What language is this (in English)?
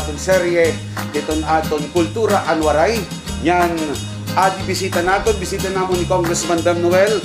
Waray